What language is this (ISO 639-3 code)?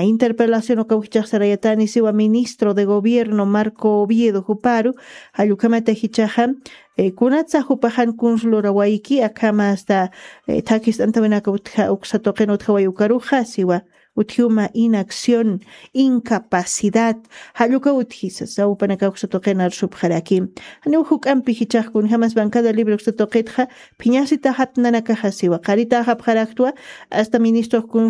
aym